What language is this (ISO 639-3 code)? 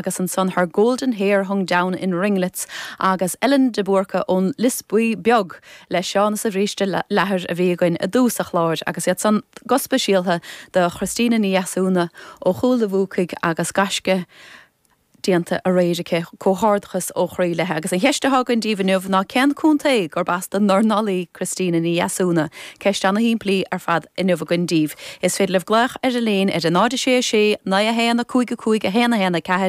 gle